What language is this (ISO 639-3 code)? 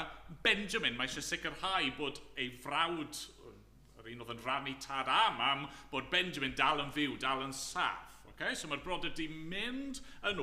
cym